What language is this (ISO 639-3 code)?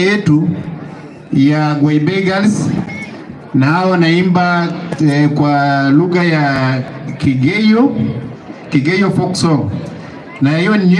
swa